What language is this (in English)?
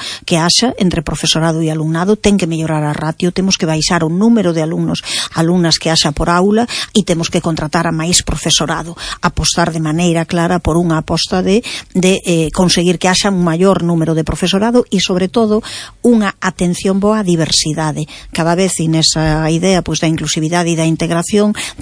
Galician